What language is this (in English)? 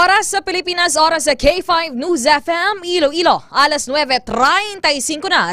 Hiligaynon